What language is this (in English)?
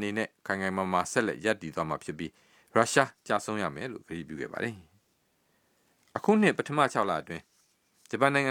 Burmese